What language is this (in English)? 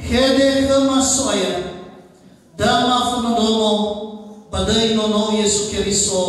Nias